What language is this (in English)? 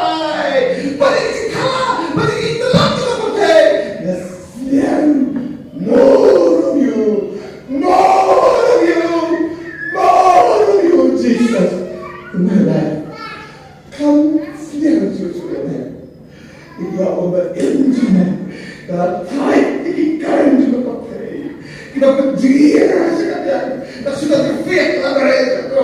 Khasi